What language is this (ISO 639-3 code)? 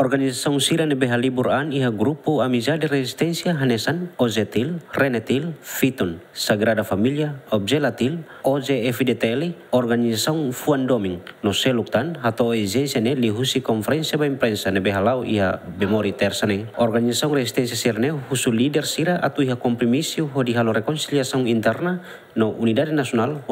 tet